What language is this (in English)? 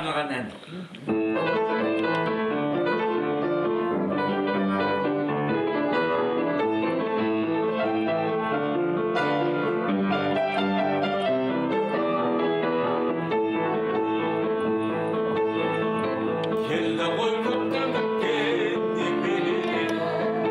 Kazakh